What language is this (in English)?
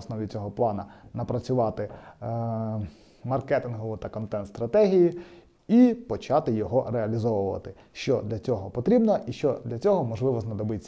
Ukrainian